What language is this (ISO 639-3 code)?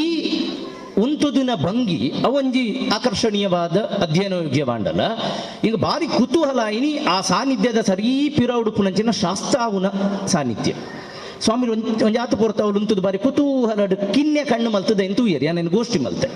tcy